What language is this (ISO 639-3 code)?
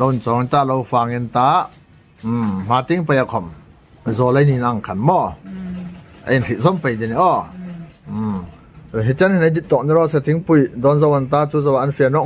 hmr